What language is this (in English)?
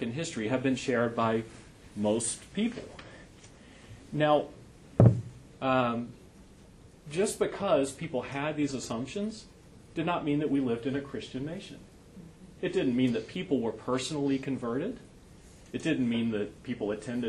English